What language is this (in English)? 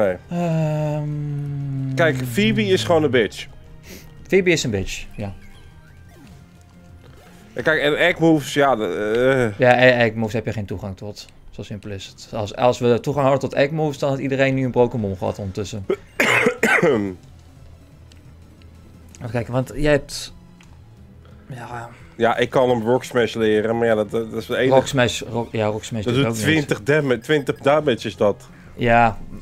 Dutch